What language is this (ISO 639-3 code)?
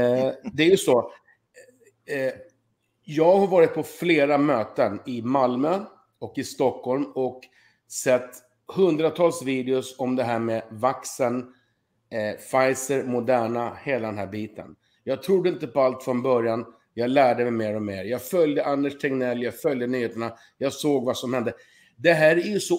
swe